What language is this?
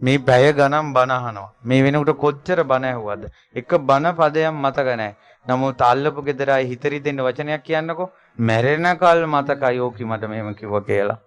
Sinhala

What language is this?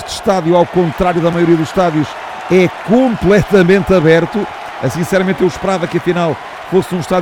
Portuguese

